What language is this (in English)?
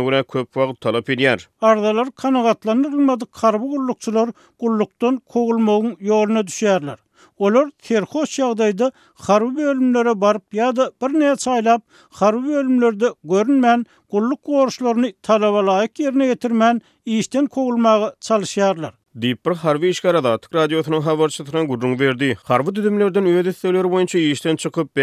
Turkmen